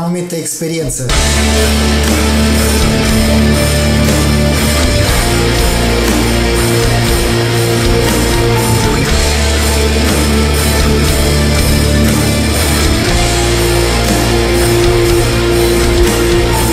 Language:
Romanian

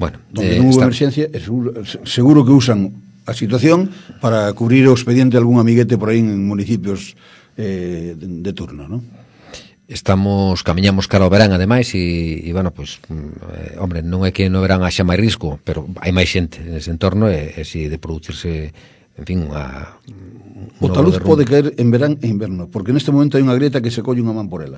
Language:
Galician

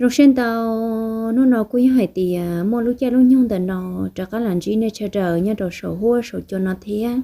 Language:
Hmong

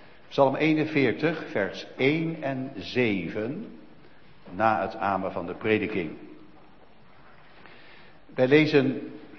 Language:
Dutch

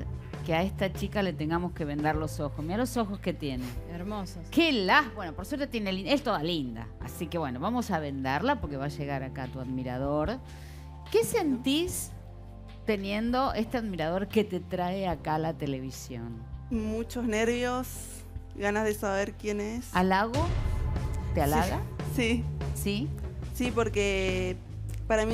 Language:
Spanish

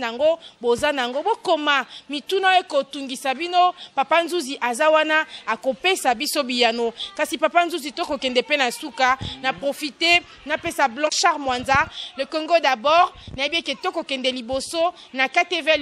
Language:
Lingala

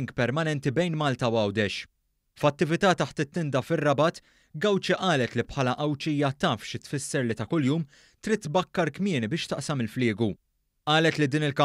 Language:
Maltese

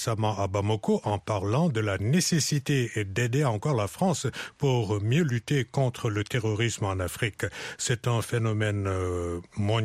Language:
French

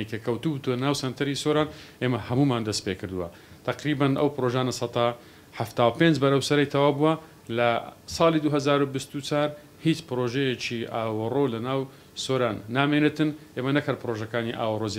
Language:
Central Kurdish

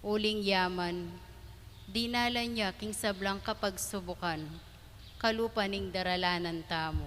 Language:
Pampanga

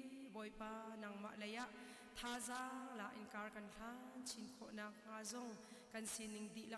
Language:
Hakha Chin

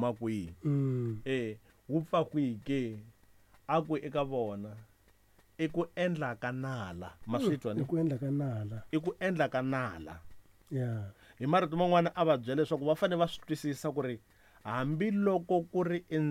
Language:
Tsonga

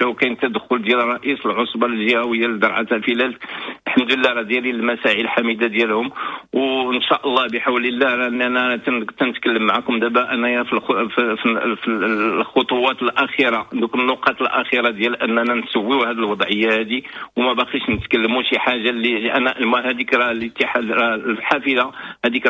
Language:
Moroccan Arabic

